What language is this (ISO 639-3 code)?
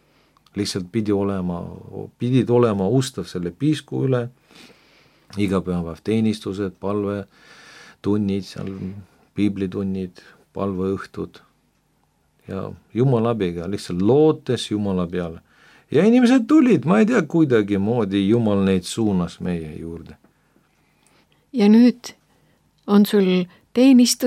est